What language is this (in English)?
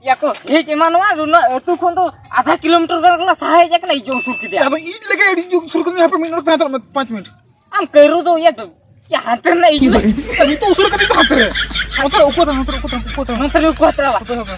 Santali